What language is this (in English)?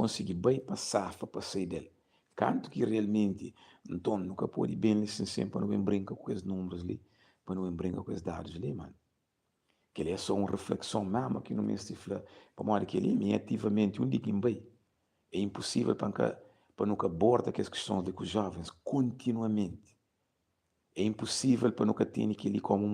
Kabuverdianu